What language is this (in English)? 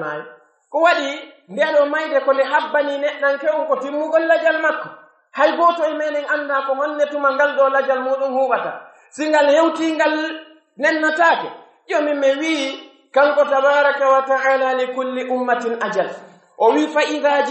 Pular